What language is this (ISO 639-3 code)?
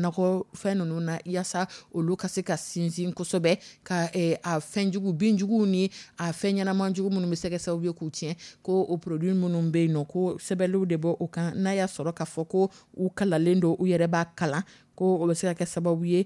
dyu